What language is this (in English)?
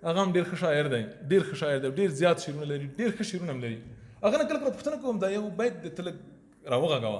Pashto